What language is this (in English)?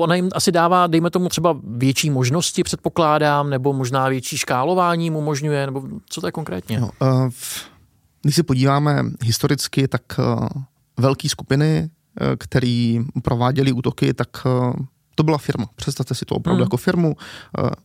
Czech